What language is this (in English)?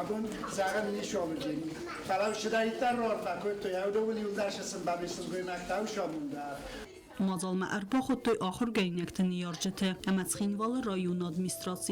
Ossetic